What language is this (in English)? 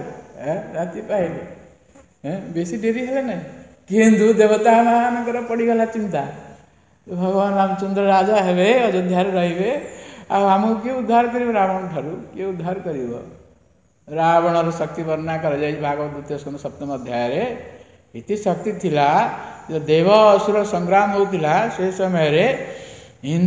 Odia